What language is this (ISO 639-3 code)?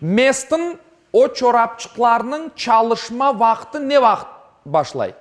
crh